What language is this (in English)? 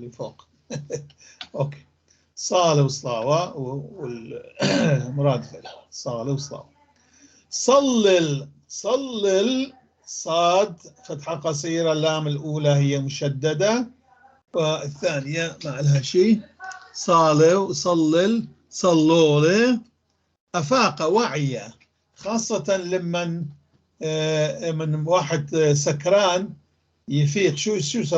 North Levantine Arabic